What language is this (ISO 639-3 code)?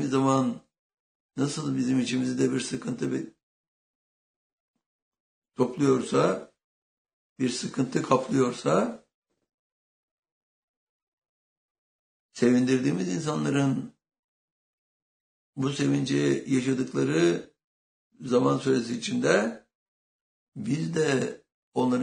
tur